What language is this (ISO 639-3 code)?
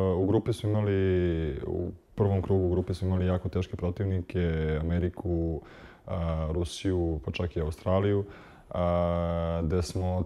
srp